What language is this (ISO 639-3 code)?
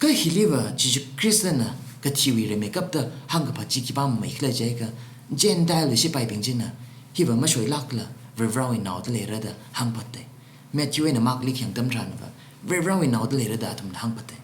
nmf